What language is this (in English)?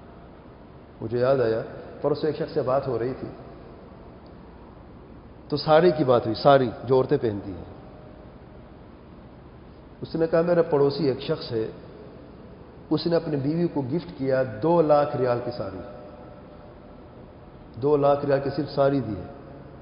Urdu